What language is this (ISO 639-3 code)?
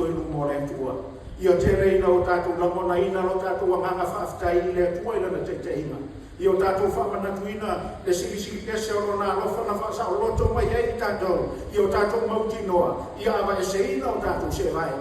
smo